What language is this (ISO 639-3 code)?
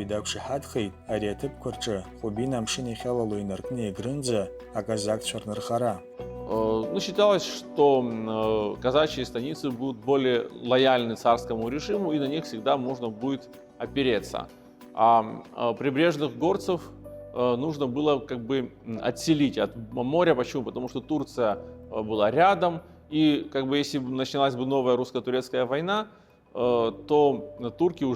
abk